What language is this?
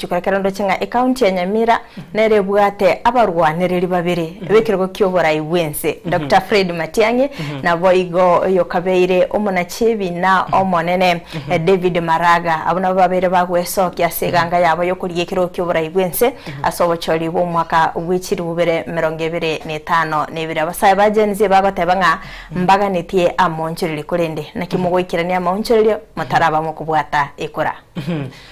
Gusii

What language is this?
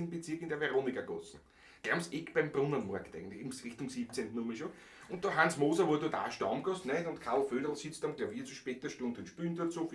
Bavarian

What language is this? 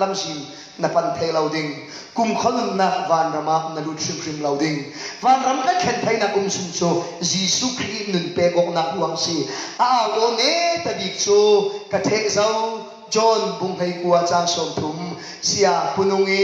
Falam Chin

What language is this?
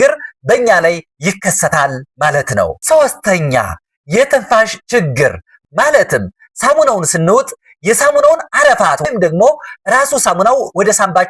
Amharic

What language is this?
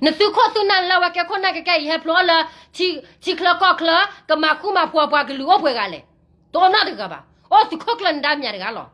S'gaw Karen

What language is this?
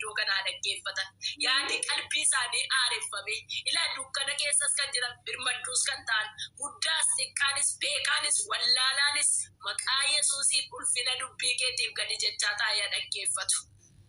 Oromo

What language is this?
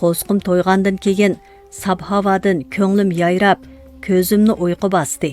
Uyghur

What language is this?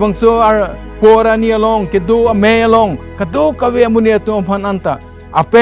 Karbi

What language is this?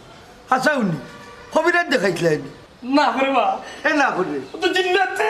Sylheti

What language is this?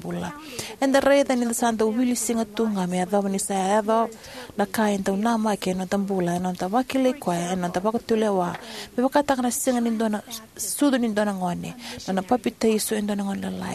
Fijian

